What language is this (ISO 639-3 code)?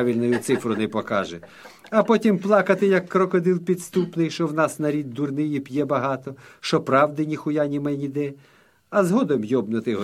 ukr